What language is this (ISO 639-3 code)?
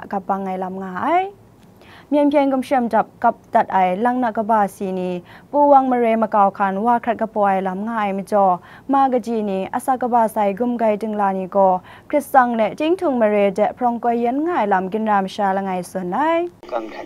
kac